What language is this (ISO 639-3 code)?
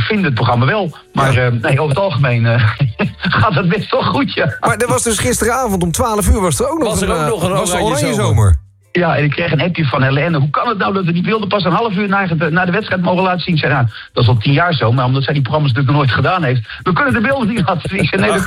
nld